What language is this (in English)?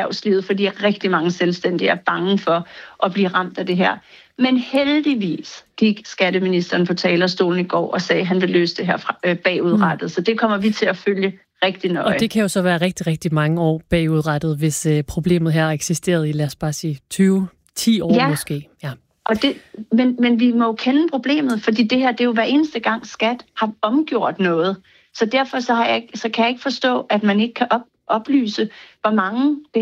Danish